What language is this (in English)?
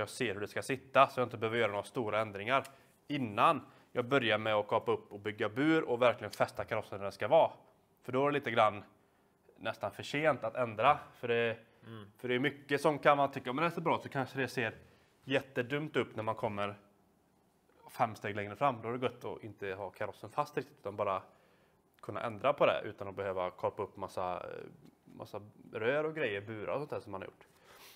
Swedish